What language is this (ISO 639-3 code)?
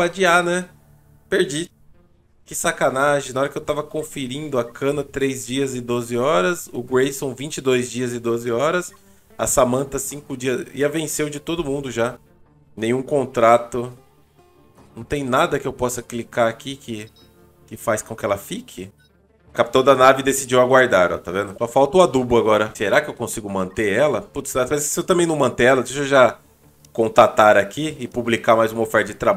por